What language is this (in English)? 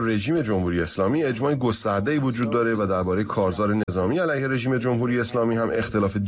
Persian